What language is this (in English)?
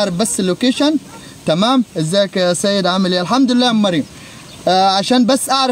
Egyptian Arabic